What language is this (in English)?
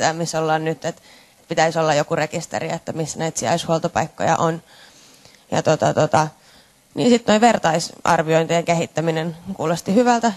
Finnish